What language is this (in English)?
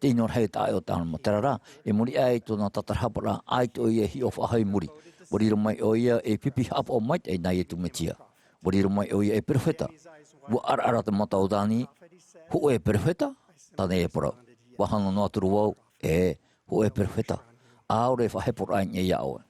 Tahitian